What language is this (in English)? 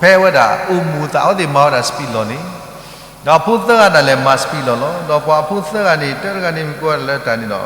S'gaw Karen